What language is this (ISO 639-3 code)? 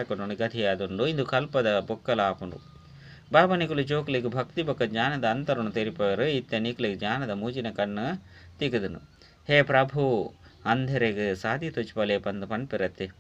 tcy